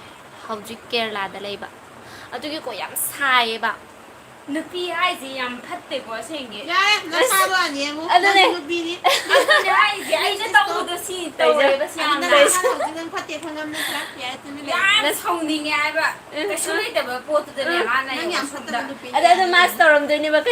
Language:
Manipuri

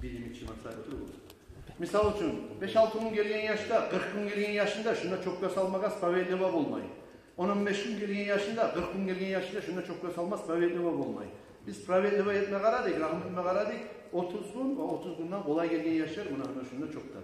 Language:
Kumyk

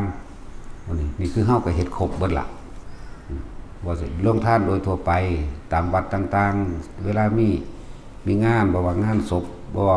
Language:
Northeastern Thai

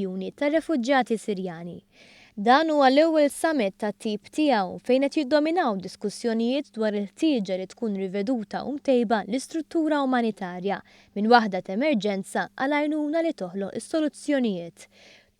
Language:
Maltese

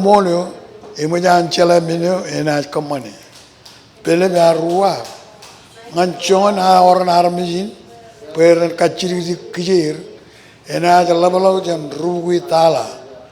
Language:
Marshallese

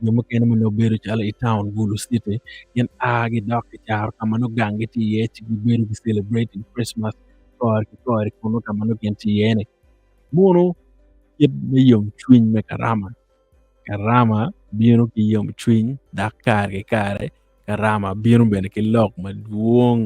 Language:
Acoli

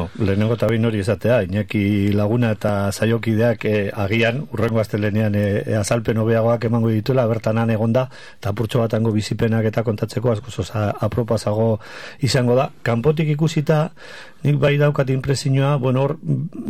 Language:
Basque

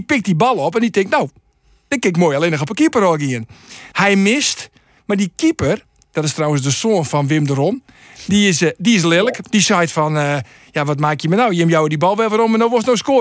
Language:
Western Frisian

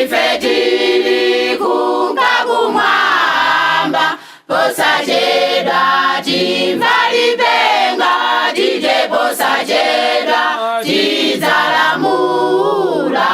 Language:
Nyanja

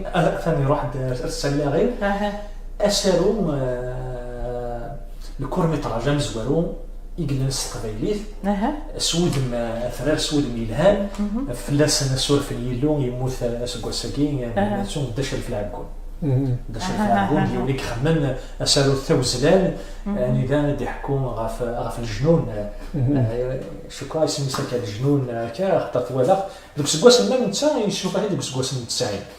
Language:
Kabyle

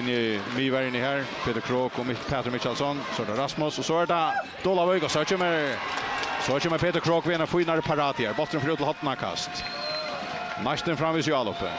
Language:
Faroese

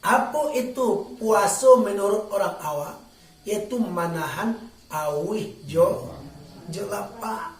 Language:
Minangkabau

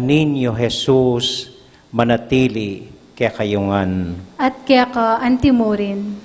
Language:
Pampanga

